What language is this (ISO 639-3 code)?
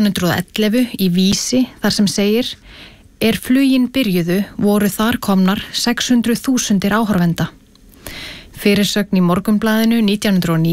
isl